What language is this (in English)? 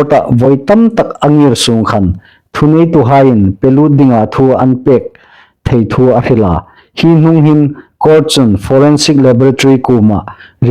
Hmar